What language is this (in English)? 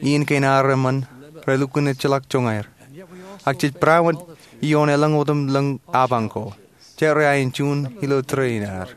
Marshallese